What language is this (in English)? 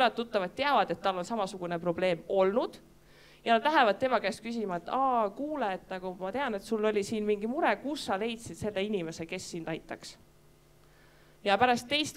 Estonian